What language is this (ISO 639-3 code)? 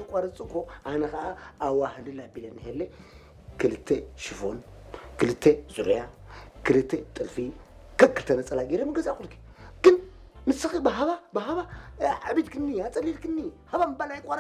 tir